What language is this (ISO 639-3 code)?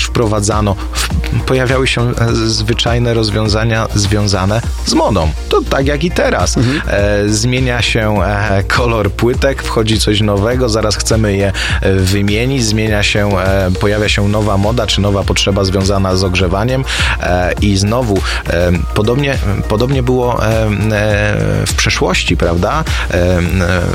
pol